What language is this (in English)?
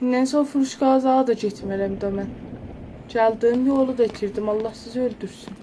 South Azerbaijani